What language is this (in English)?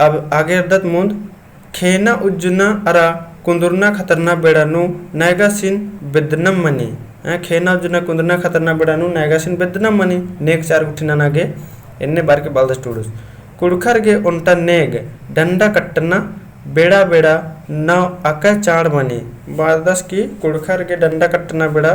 Kurukh